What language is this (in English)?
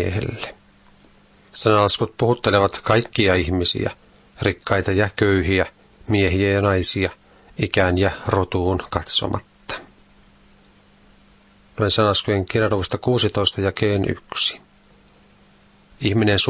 Finnish